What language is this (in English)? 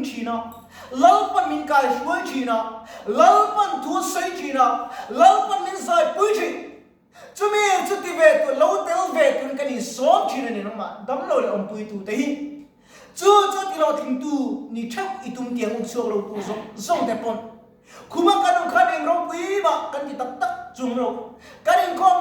Mizo